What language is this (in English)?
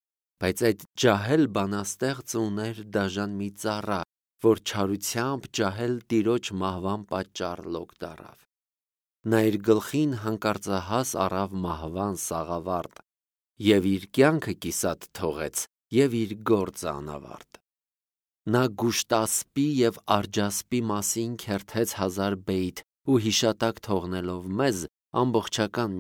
Armenian